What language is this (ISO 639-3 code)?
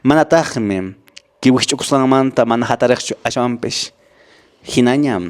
que